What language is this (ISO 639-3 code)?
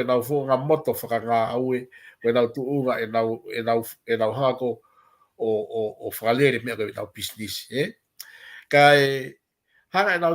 ton